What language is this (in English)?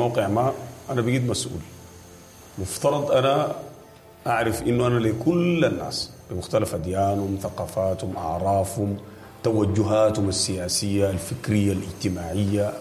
Sudanese Arabic